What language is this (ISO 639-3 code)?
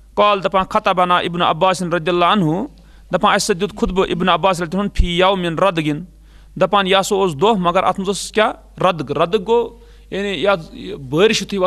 kas